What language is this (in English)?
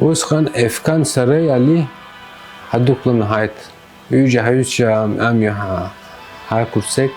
Abkhazian